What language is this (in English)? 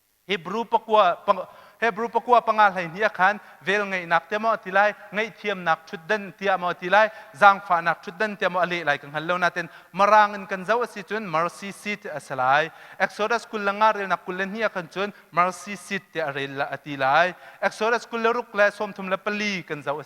Hakha Chin